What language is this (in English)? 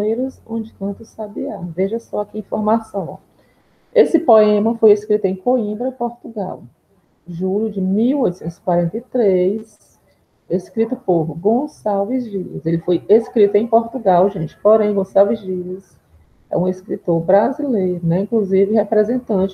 Portuguese